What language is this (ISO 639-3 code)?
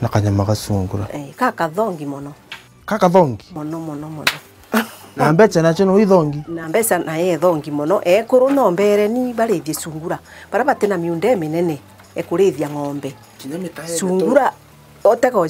mer